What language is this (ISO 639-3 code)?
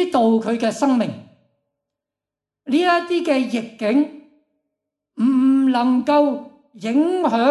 yue